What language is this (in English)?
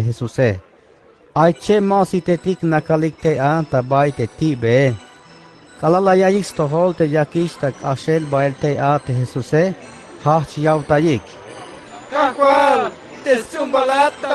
Tzeltal